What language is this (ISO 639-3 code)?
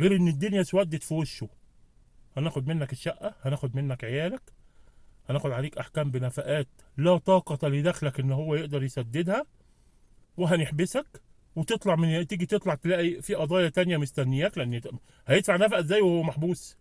arz